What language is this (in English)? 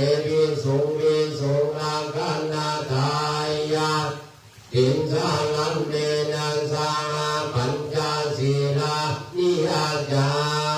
Pali